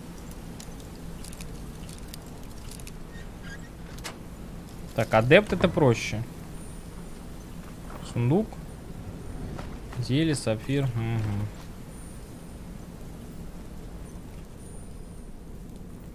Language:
Russian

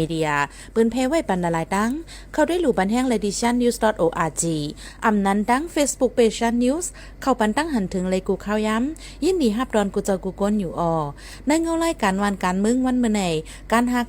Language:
Shan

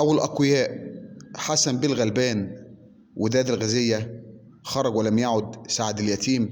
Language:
Egyptian Arabic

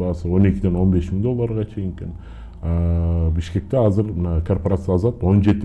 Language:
Kyrgyz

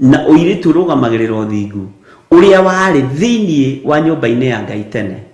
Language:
Kikuyu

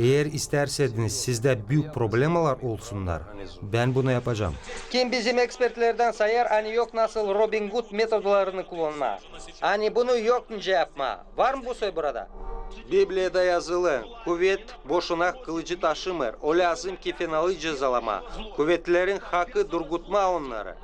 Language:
Gagauz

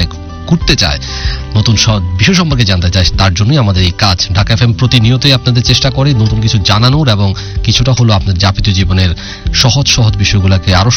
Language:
Bangla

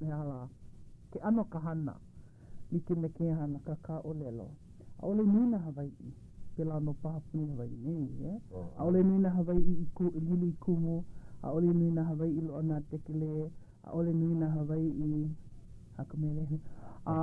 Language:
Hawaiian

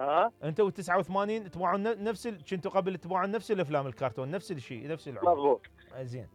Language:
Mesopotamian Arabic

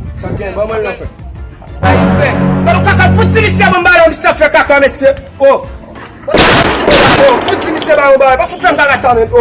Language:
Haitian Creole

